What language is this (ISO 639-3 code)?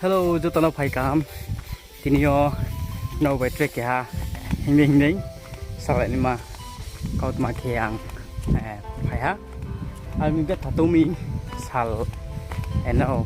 ria